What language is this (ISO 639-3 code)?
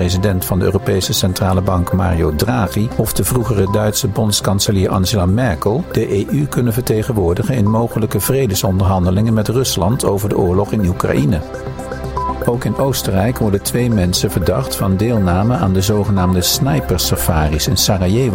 nld